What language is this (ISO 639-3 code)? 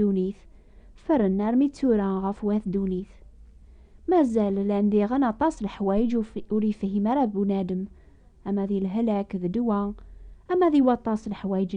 kab